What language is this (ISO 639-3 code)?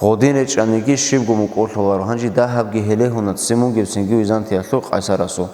ava